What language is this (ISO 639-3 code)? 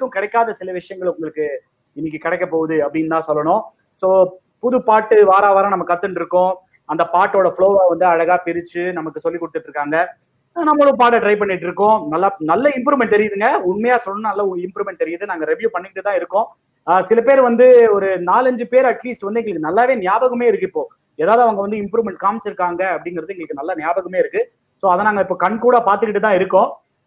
tam